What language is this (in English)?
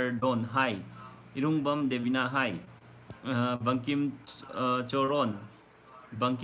Manipuri